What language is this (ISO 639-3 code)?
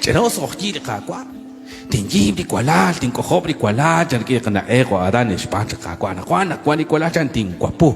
kek